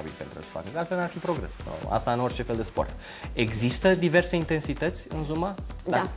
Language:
Romanian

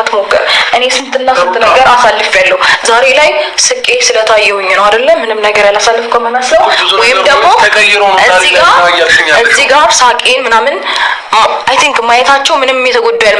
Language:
Amharic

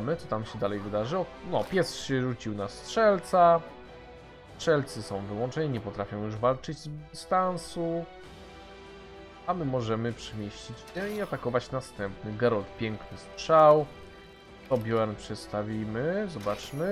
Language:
Polish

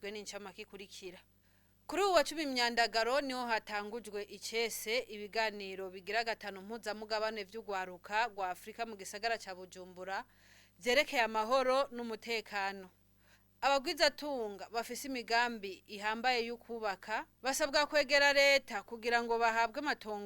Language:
Rundi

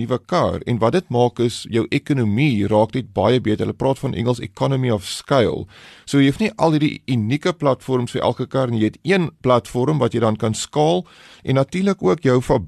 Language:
Afrikaans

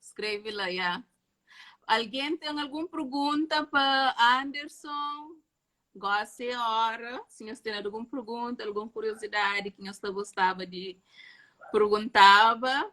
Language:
Kabuverdianu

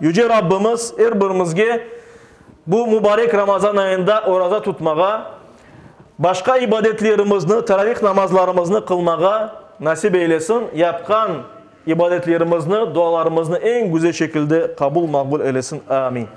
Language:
Crimean Tatar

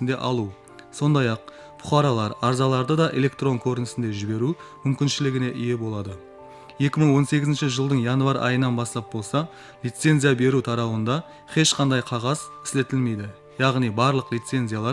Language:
Kara-Kalpak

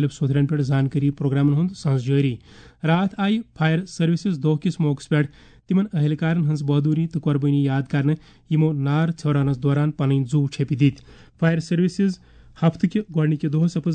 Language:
Kashmiri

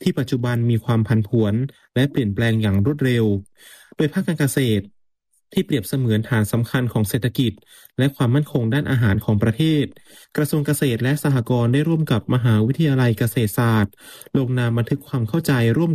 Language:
Thai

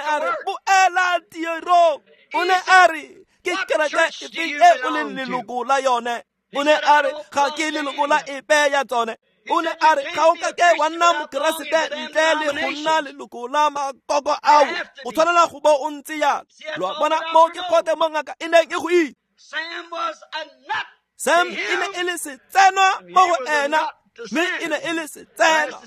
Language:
Tswana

